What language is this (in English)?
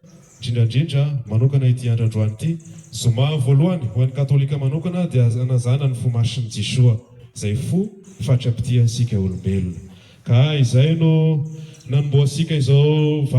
Malagasy